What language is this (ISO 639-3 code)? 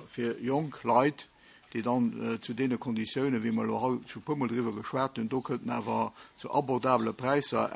ltz